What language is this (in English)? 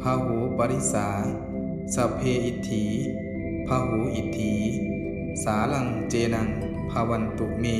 Pali